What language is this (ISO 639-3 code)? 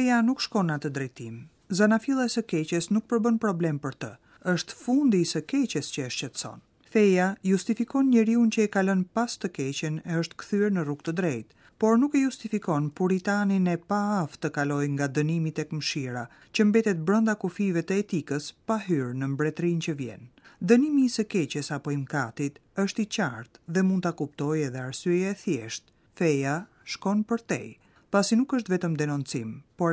sqi